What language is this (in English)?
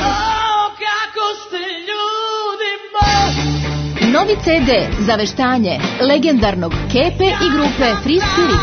Serbian